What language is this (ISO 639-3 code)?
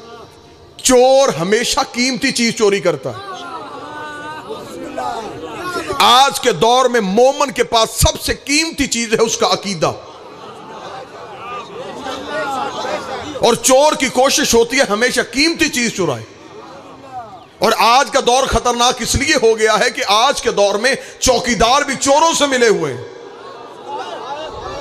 hin